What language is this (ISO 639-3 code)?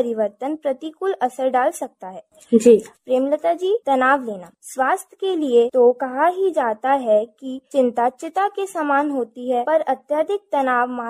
hin